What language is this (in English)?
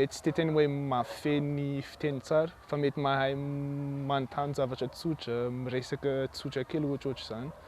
Malagasy